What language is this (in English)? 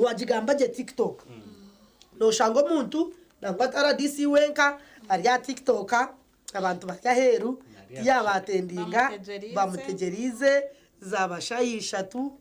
Nyankole